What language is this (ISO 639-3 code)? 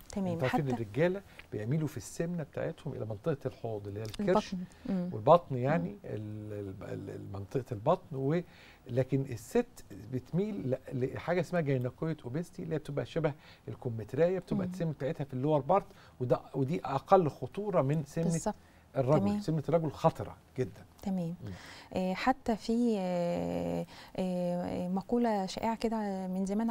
arz